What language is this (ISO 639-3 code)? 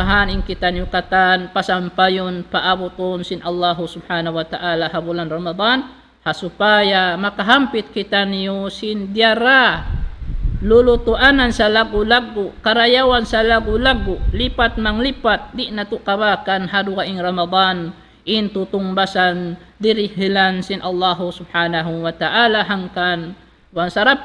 tsg